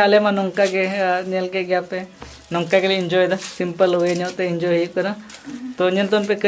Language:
Santali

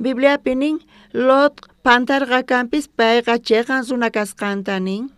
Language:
South Bolivian Quechua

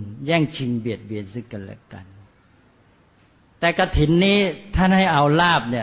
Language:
Thai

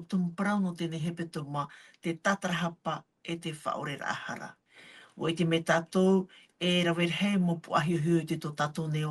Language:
Tahitian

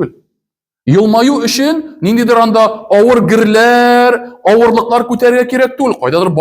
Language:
Tatar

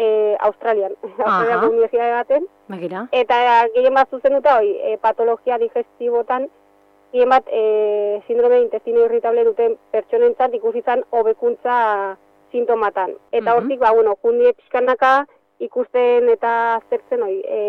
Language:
Basque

